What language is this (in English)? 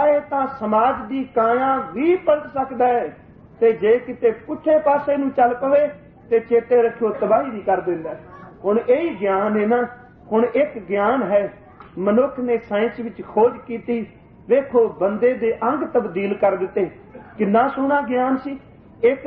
Punjabi